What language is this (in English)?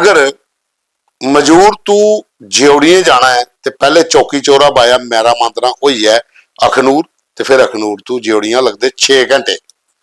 Dogri